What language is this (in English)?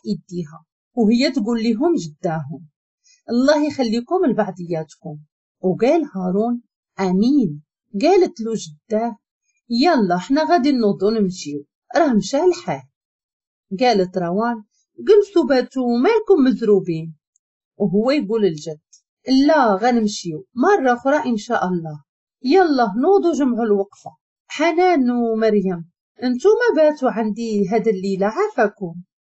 Moroccan Arabic